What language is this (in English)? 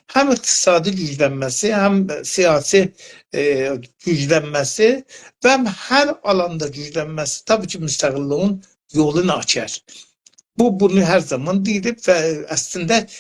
South Azerbaijani